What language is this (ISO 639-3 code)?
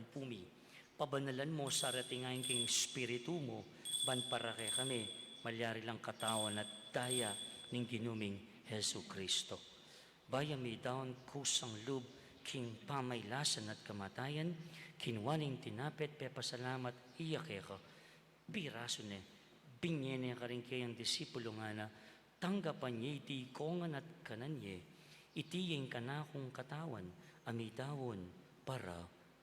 pam